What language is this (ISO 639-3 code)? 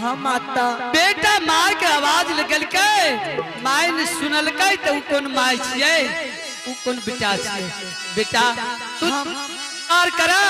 anp